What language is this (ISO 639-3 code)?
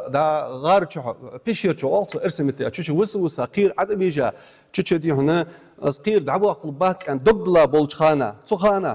inh